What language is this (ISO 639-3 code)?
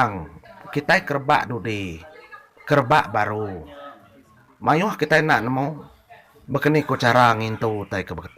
iba